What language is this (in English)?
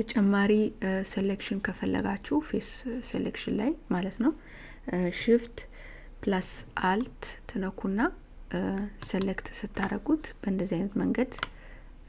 Amharic